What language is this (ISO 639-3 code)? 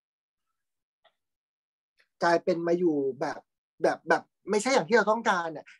tha